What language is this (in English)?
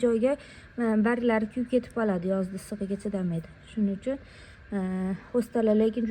Uzbek